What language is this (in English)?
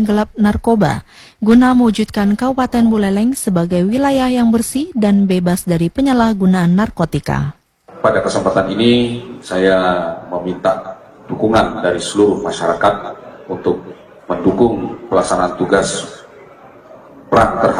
Indonesian